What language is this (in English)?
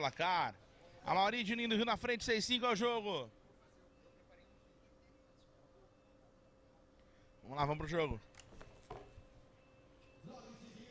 Portuguese